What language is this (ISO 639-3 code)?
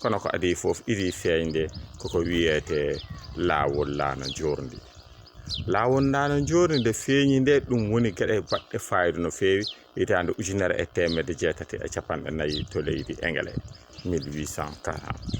ful